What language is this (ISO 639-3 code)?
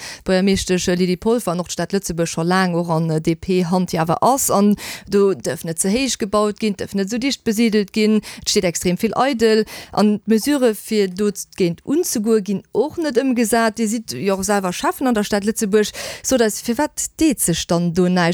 ltz